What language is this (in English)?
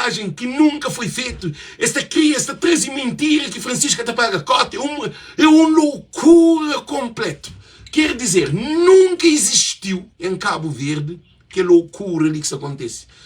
Kabuverdianu